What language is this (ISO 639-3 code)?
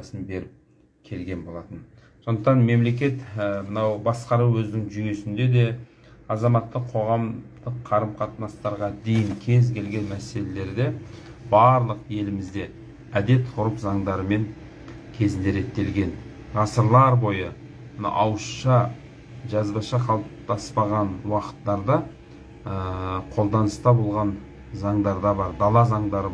kaz